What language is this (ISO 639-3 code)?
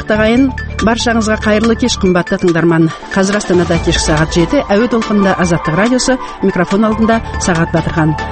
kaz